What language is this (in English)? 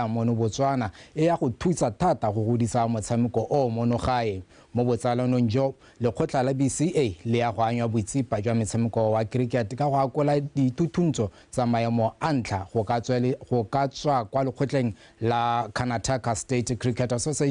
Tswana